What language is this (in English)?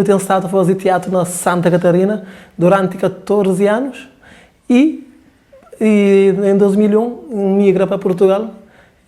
Kabuverdianu